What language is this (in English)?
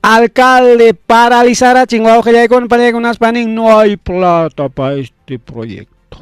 Ayacucho Quechua